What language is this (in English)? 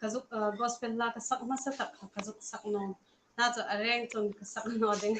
Hmar